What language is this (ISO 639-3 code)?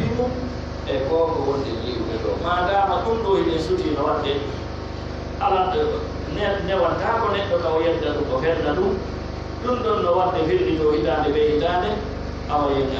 fuf